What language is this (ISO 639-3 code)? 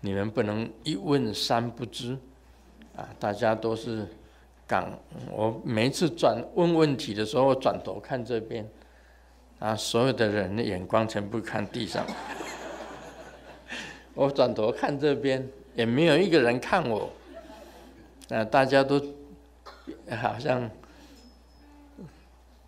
zho